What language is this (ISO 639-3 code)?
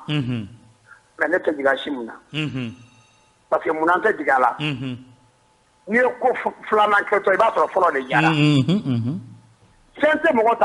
bam